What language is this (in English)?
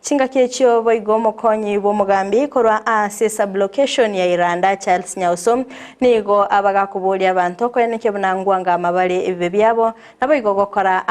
Gusii